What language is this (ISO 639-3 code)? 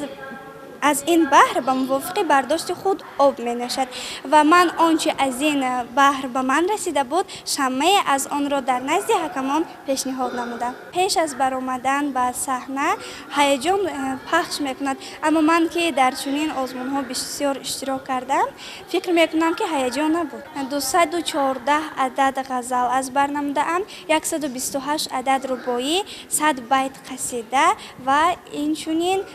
tgk